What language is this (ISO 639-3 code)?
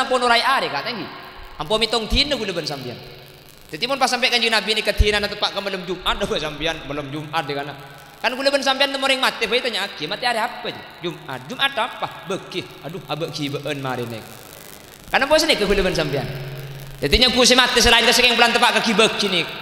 mad